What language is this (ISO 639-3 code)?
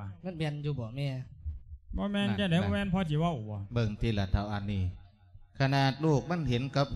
lao